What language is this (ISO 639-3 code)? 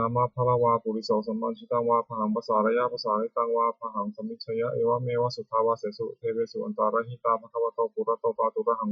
pli